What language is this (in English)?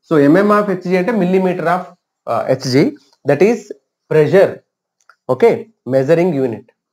Telugu